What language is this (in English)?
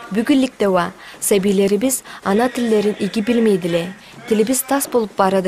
Karachay-Balkar